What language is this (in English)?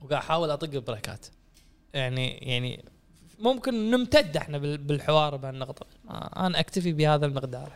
Gulf Arabic